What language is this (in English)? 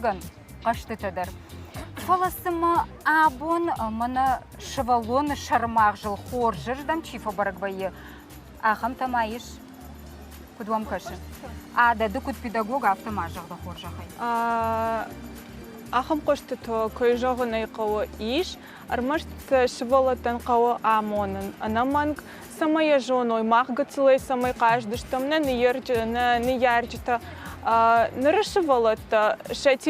Ossetic